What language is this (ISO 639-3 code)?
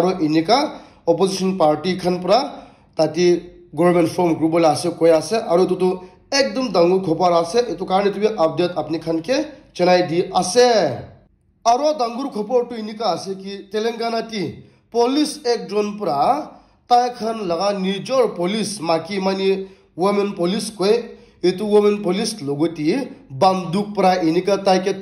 nag